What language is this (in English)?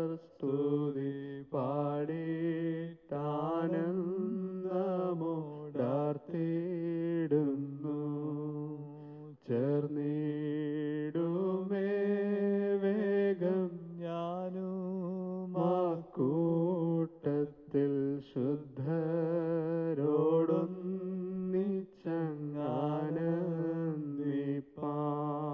Malayalam